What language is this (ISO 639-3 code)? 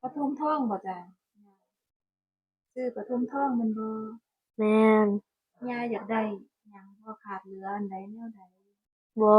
tts